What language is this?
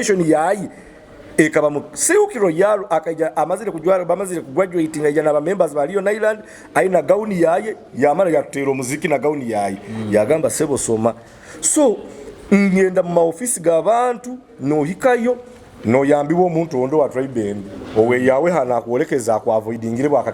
Nyoro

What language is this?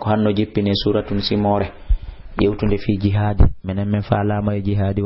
Fula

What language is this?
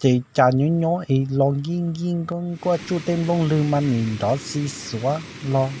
Hmong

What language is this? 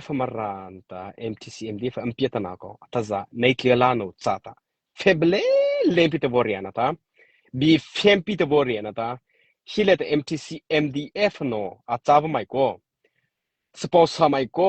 Mara Chin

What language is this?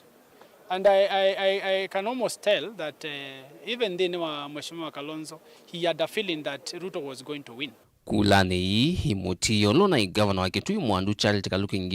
Kamba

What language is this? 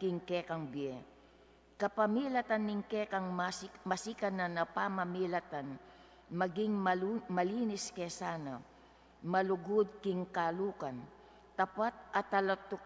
Pampanga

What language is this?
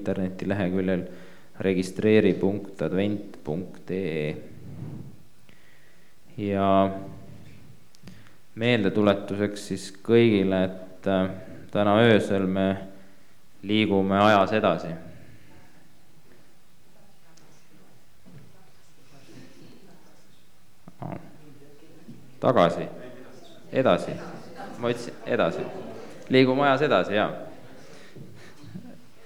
Estonian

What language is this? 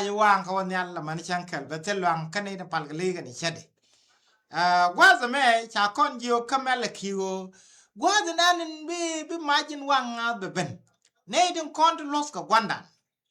Nuer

